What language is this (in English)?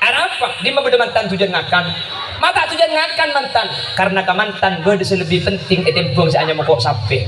Madurese